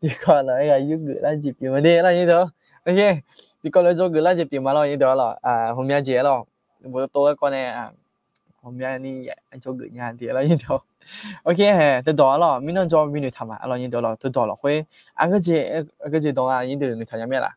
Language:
Akha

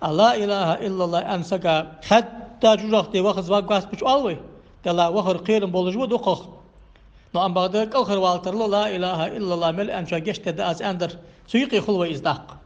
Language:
Ingush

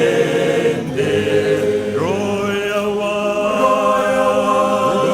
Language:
Fijian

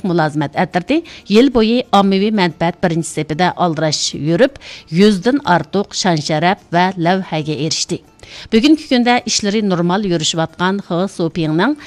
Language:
Uyghur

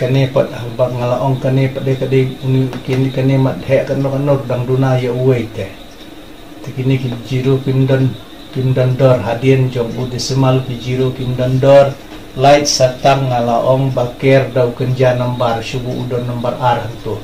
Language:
Khasi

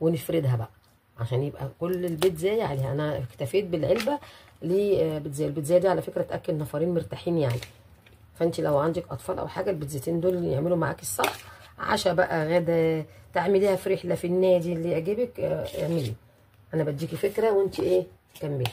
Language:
Egyptian Arabic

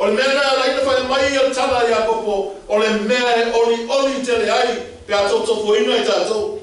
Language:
Samoan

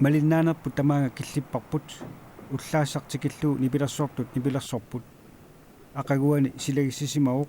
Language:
Kalaallisut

